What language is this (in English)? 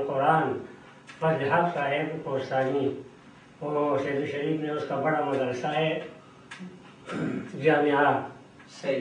Urdu